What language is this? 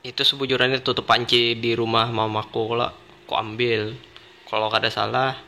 Banjar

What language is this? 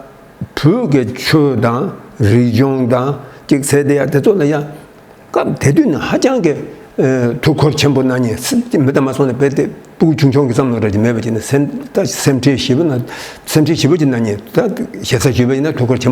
Tibetan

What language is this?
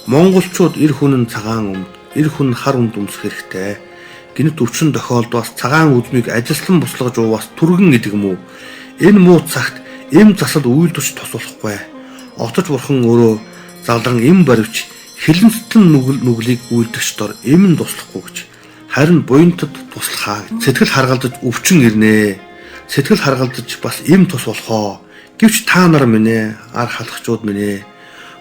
Mongolian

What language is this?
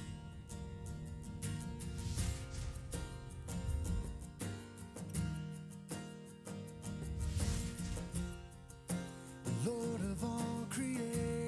English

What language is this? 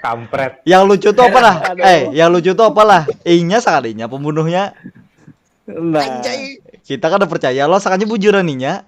Banjar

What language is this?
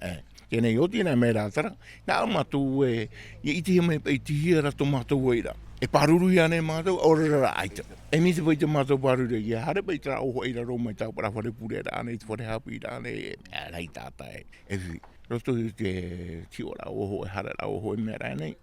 Tahitian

